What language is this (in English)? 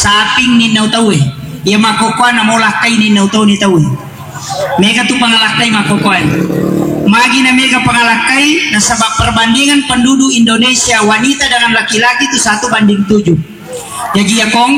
Buginese